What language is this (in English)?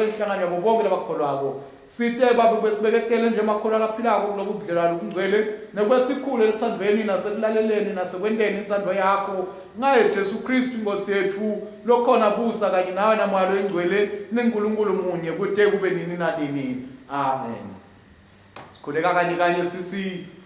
Swati